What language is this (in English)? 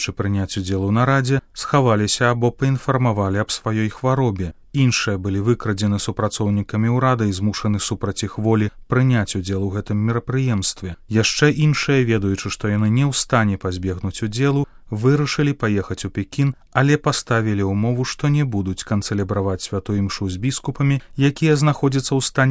Belarusian